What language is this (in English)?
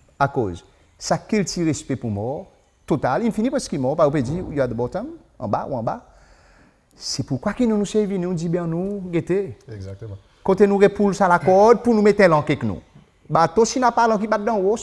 Seselwa Creole French